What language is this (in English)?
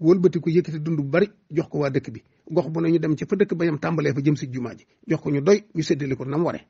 Wolof